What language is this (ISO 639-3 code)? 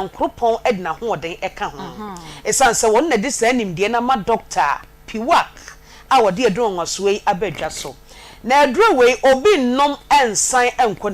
aka